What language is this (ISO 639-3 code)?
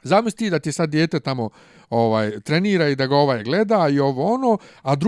bos